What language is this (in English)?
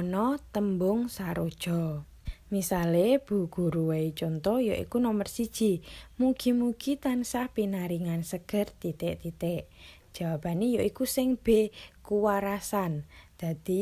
Javanese